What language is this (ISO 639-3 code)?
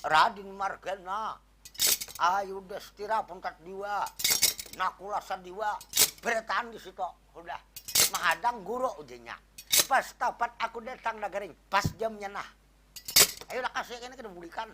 bjn